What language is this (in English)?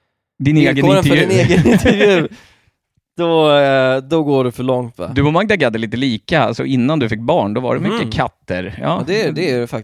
Swedish